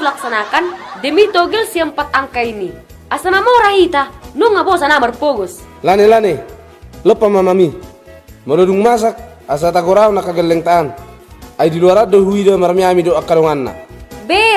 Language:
Batak Toba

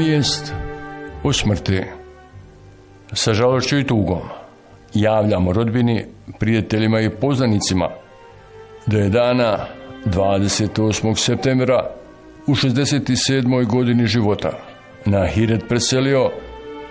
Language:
Bosnian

